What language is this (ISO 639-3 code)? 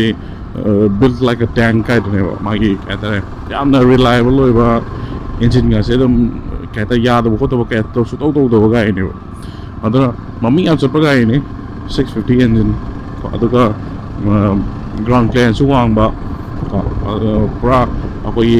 mni